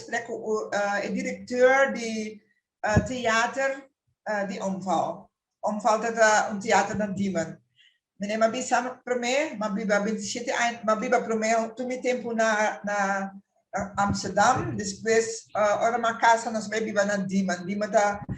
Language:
Papiamento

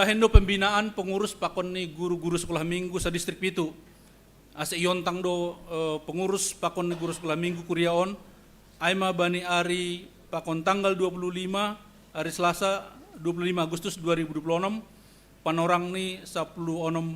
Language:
Batak Simalungun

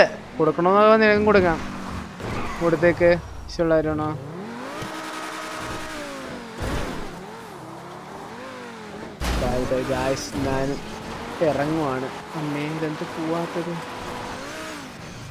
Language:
Malayalam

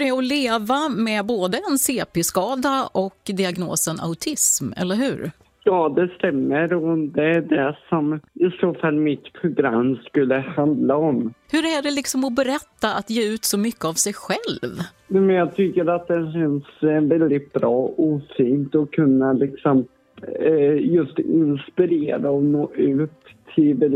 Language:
Swedish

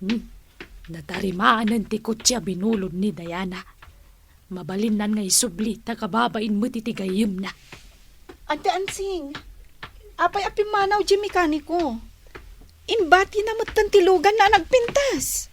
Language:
Iloko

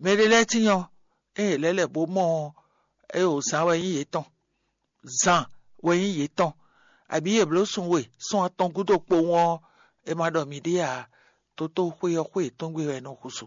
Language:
Fon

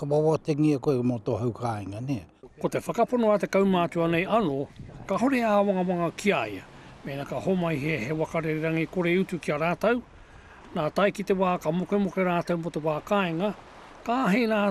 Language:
Māori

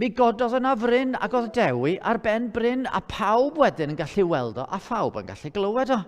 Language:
Welsh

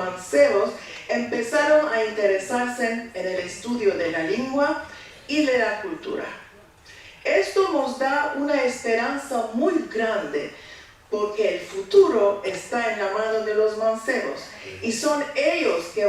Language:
Ladino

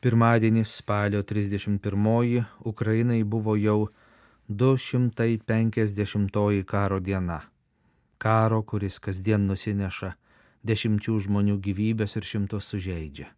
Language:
Lithuanian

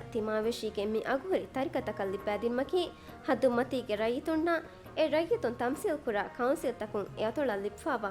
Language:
Divehi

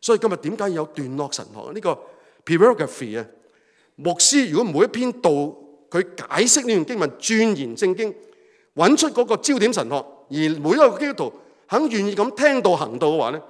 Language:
Cantonese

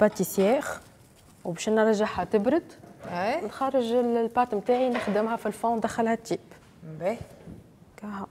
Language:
Tunisian Arabic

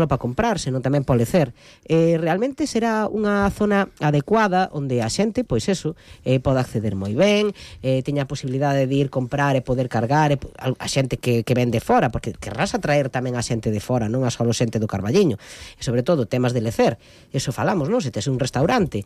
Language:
Galician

